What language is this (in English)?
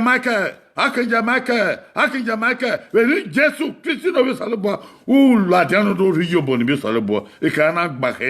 Bini